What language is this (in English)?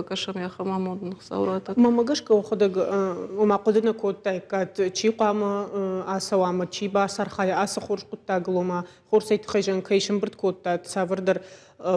Ossetic